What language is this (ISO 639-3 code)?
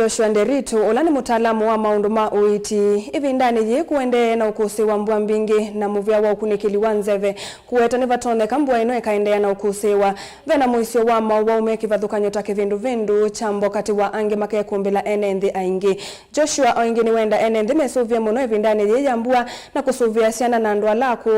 kam